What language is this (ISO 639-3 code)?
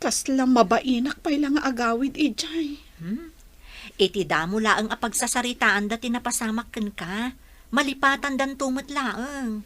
ilo